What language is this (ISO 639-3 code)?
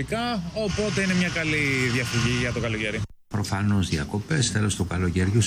ell